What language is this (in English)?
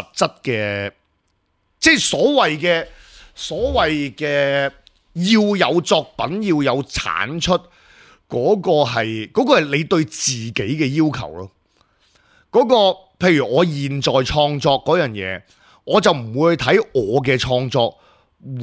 Cantonese